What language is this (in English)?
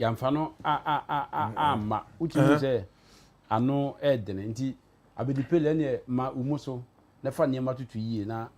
Akan